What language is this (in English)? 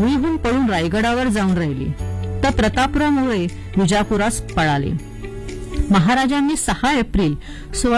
Marathi